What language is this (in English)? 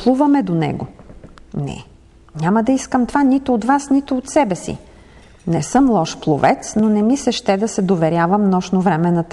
Bulgarian